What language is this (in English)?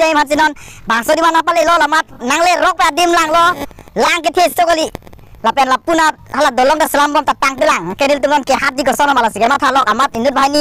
Karbi